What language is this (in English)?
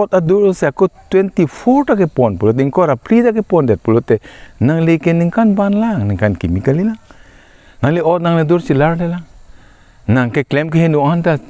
Karbi